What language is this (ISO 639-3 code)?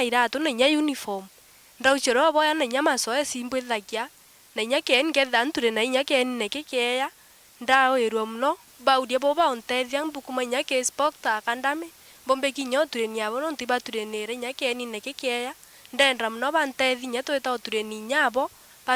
mer